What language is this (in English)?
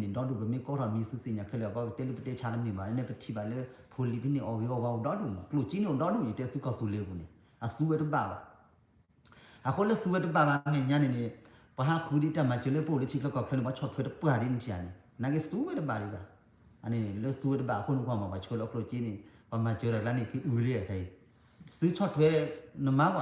S'gaw Karen